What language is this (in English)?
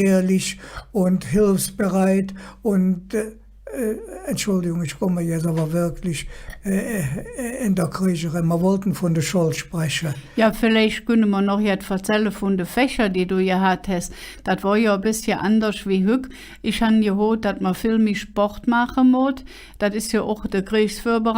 Colognian